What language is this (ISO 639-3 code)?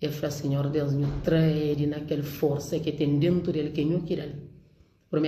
kea